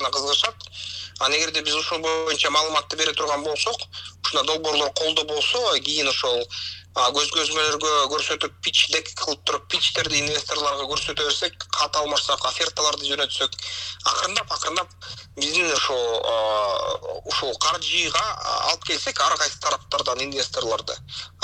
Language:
Kyrgyz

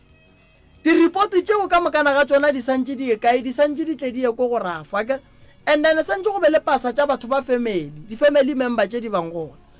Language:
Northern Sotho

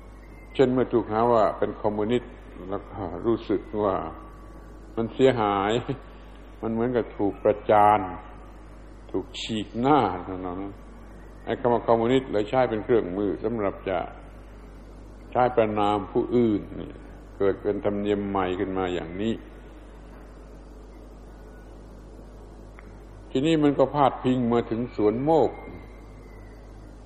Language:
Thai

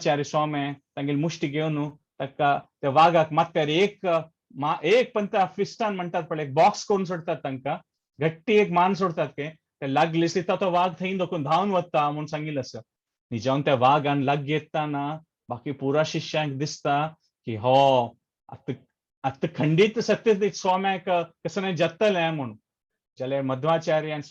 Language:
Konkani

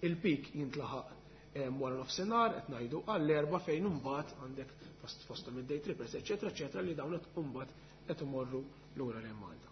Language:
Maltese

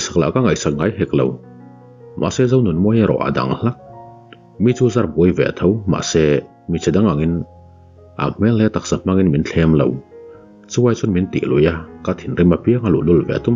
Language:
Mizo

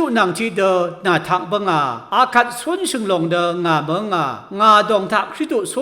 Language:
Rawang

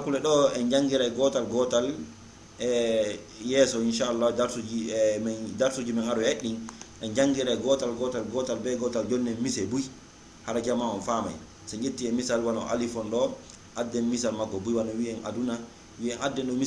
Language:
Fula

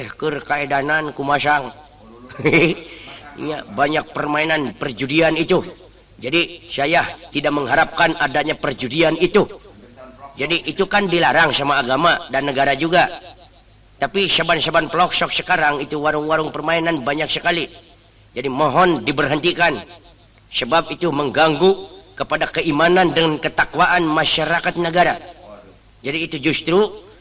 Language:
Sundanese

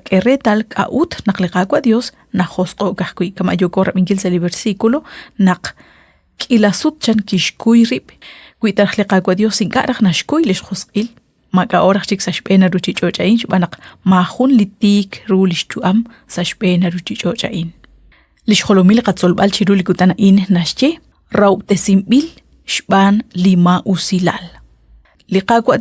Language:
Kekchí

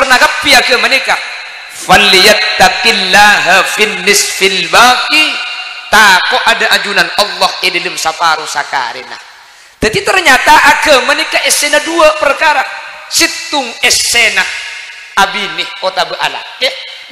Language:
Madurese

